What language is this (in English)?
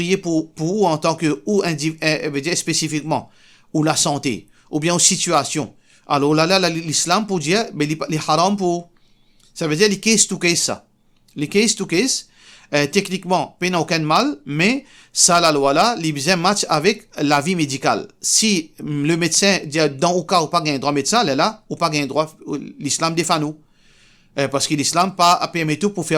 Morisyen